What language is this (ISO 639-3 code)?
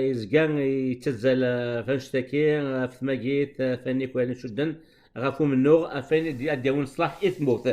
kab